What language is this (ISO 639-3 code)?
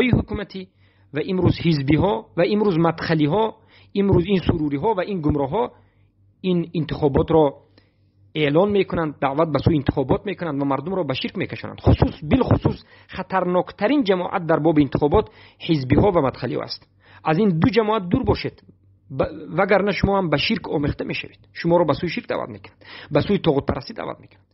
fas